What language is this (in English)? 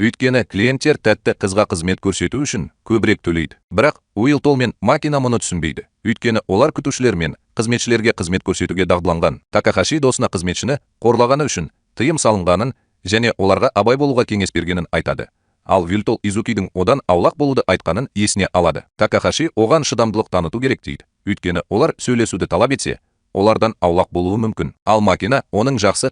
Kazakh